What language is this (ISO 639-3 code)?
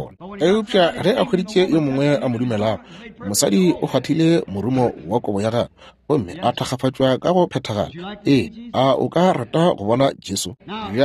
nso